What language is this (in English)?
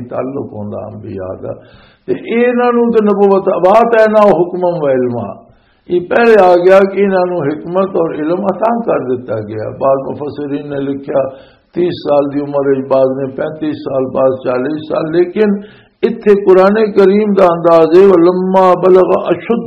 Western Panjabi